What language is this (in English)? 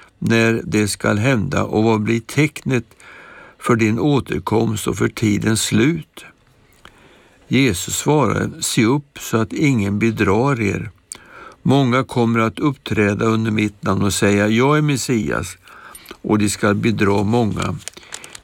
Swedish